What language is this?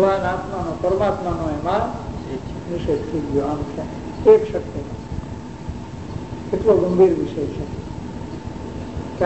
Gujarati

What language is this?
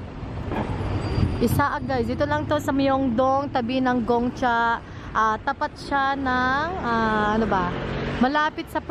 Filipino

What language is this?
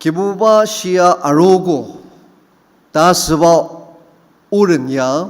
Ao Naga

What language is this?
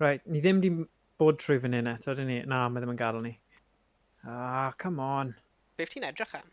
Welsh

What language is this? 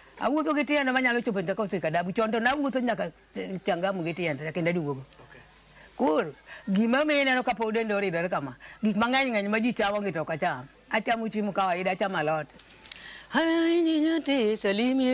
Luo (Kenya and Tanzania)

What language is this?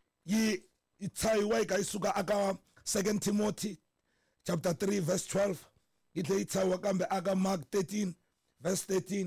Tsonga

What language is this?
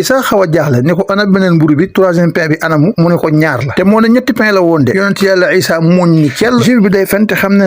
Wolof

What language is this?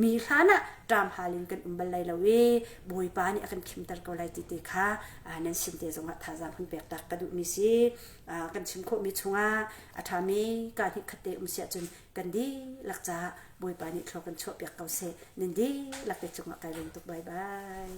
Hakha Chin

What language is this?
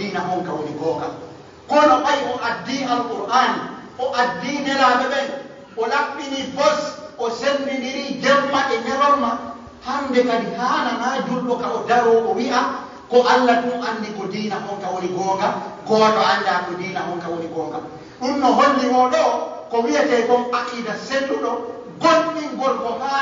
Pular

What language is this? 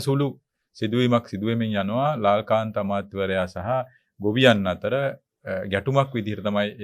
Sinhala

